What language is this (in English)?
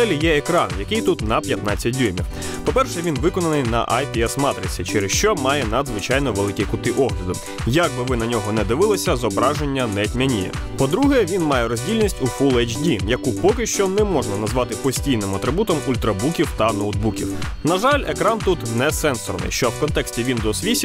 Ukrainian